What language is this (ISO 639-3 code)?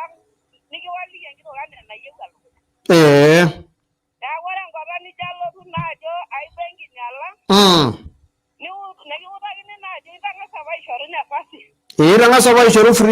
mas